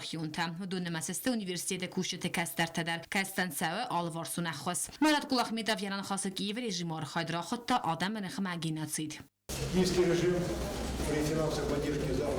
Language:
Ossetic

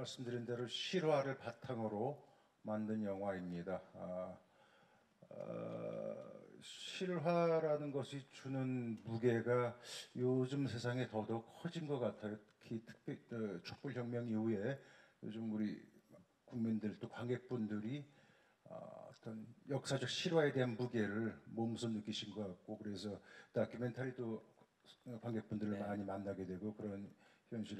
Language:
Korean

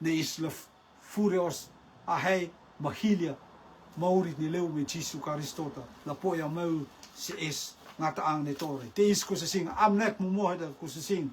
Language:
Rotuman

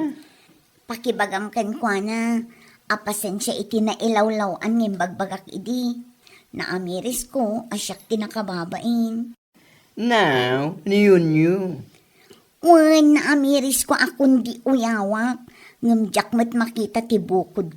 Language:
Iloko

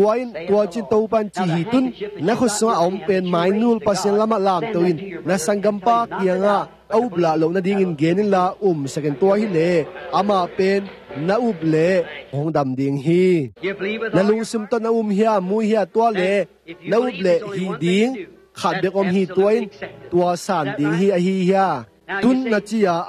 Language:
Tedim Chin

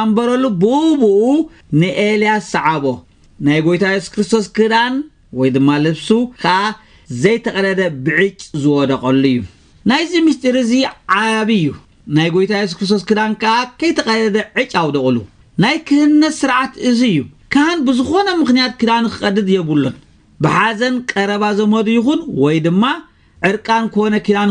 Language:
Tigrinya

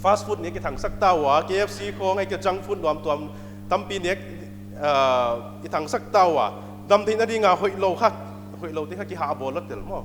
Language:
Paite Chin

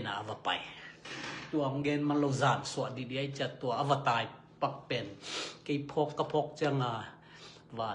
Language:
Tedim Chin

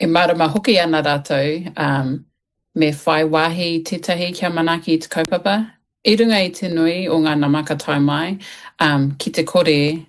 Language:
Māori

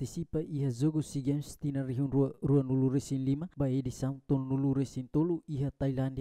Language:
Tetum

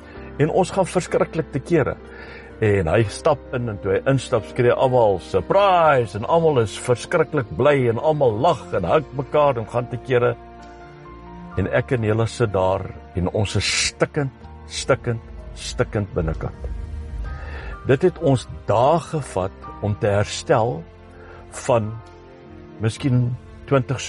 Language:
Afrikaans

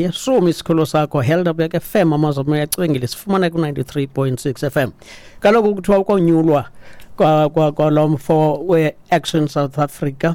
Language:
Xhosa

